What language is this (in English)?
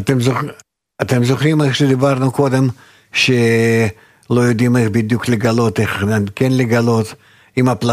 Hebrew